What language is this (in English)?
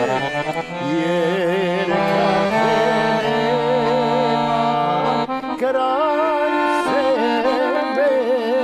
Serbian